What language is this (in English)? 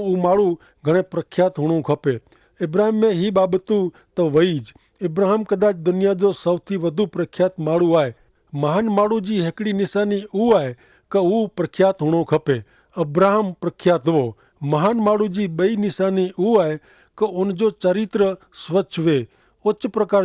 Kachhi